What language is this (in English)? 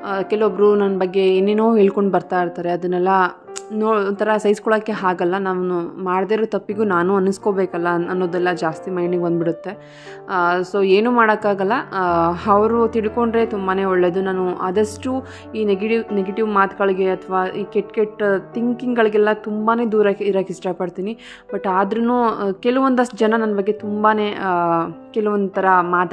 Kannada